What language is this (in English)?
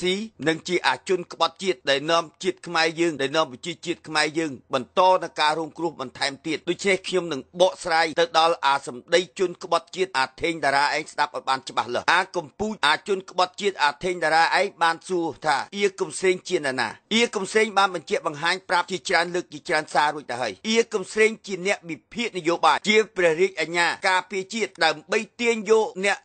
Khmer